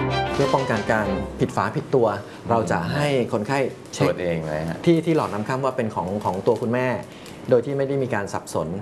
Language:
Thai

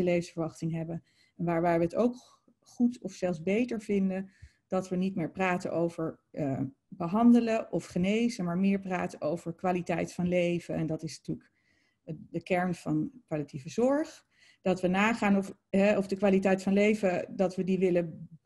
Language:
Dutch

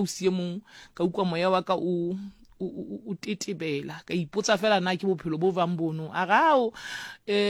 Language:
Southern Sotho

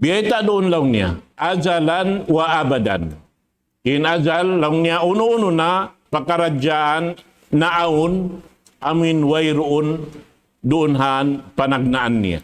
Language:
Tausug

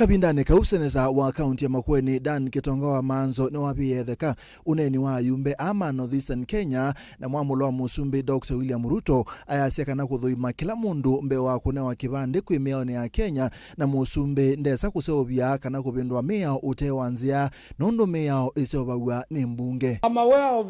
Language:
Kamba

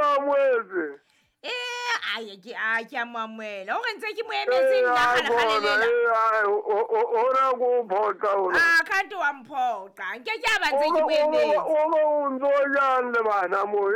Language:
Southern Sotho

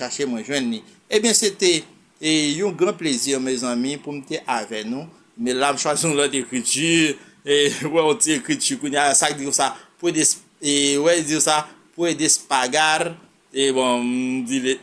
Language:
Haitian Creole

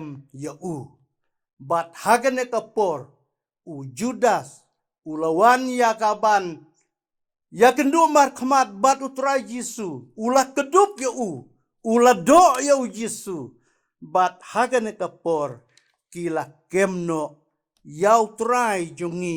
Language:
Khasi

